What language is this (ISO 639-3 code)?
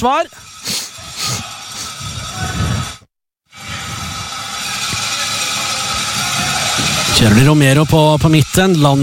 nor